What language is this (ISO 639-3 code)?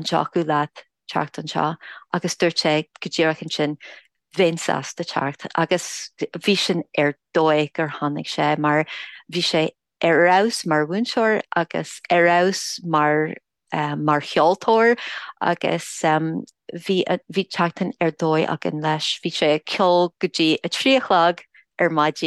gle